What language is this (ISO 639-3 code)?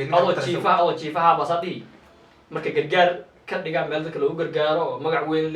som